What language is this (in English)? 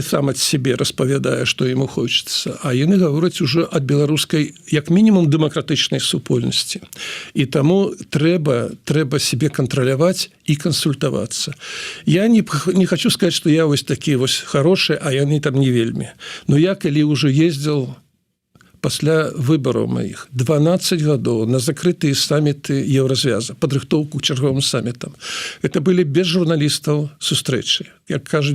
Belarusian